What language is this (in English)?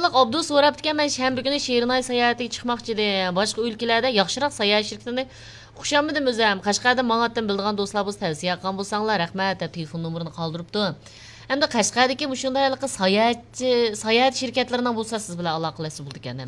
Uyghur